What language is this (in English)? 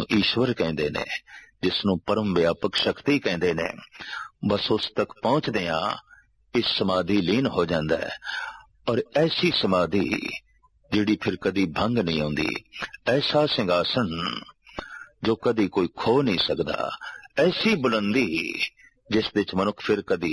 Punjabi